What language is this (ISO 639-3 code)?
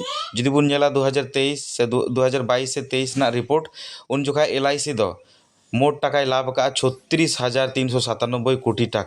sat